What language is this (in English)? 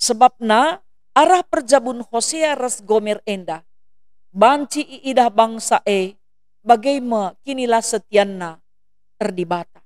Batak Karo